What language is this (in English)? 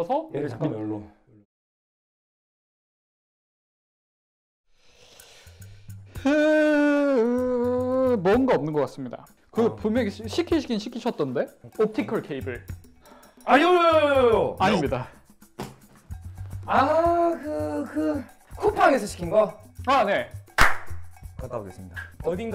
Korean